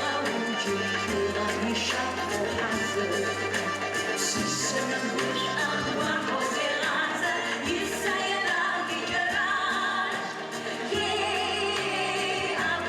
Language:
Adyghe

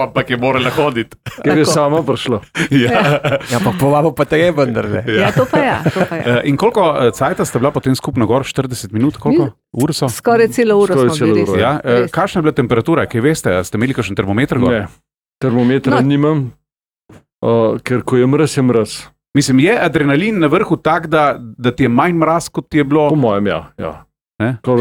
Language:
Slovenian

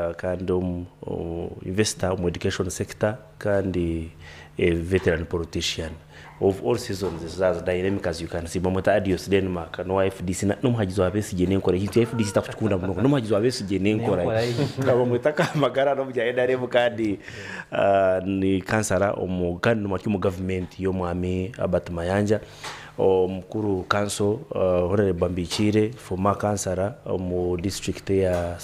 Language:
Nyankole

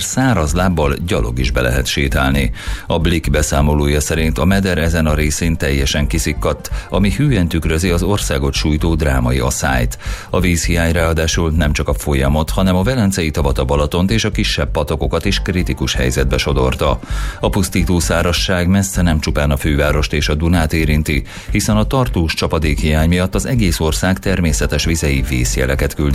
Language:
Hungarian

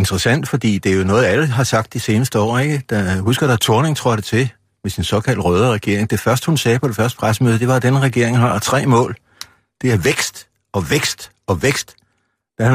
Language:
Danish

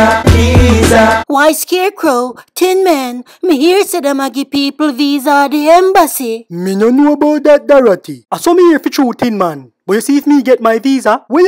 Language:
Jamaican Creole English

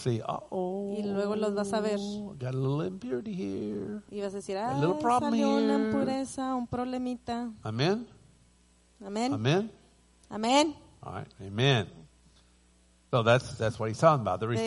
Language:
Spanish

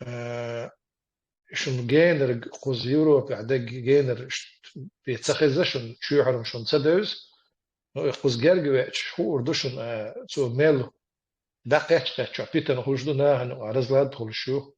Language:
Chechen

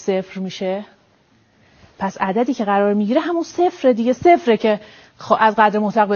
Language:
Persian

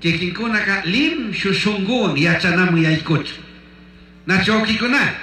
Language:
Chimborazo Highland Quichua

